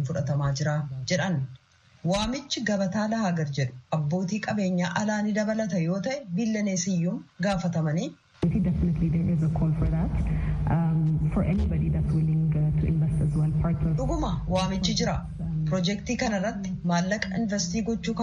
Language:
Oromo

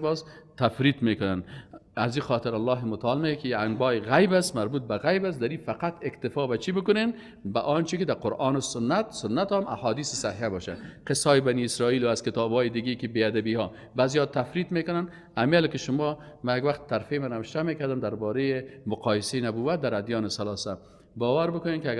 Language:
Persian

